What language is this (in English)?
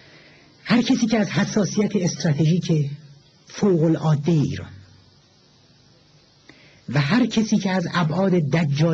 Persian